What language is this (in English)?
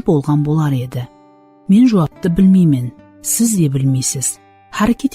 Kara-Kalpak